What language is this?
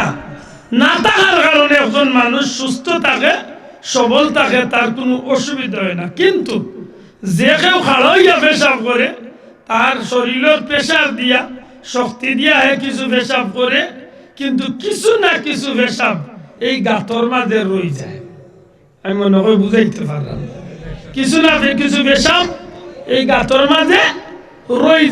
Sylheti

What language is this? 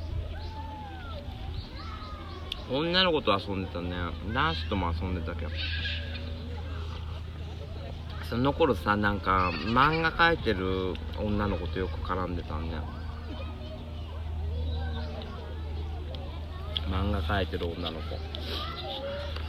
Japanese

